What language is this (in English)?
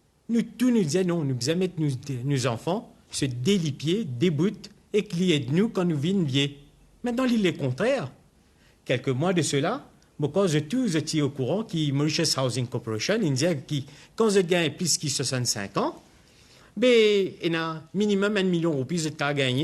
Morisyen